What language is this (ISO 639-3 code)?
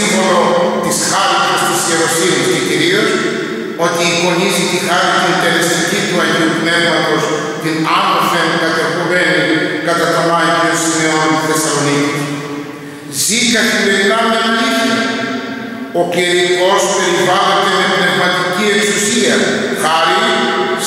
ell